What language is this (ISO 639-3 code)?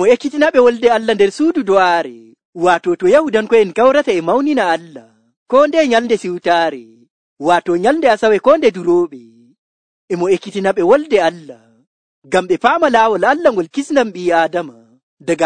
fuv